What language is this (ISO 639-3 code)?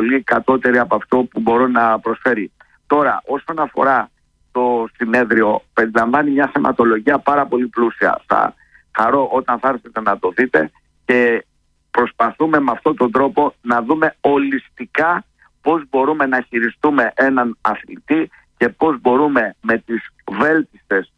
ell